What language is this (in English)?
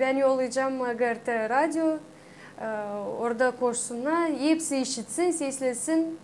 Gagauz